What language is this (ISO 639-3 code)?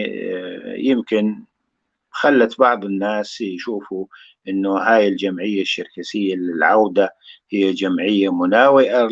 apc